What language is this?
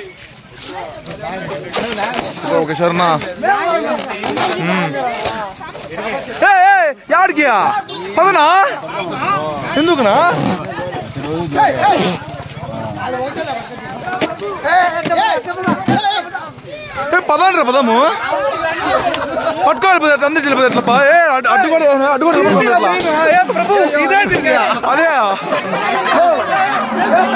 Telugu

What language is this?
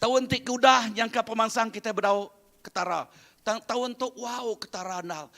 Iban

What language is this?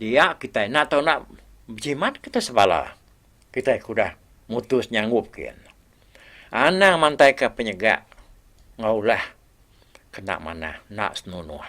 Iban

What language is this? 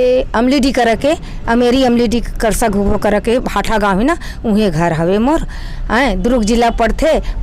Chhattisgarhi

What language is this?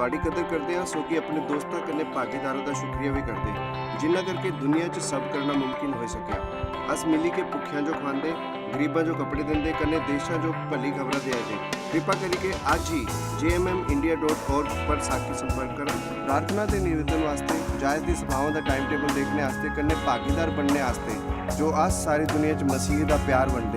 Dogri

